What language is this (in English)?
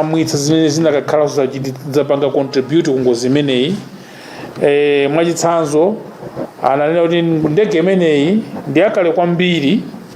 Nyanja